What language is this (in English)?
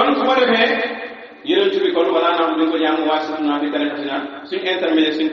Wolof